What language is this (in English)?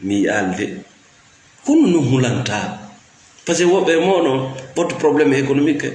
Fula